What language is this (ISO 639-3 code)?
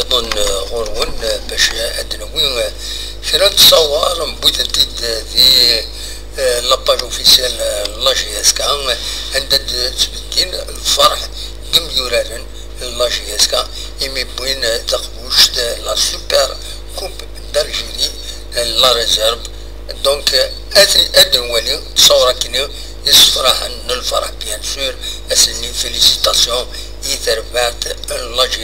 kab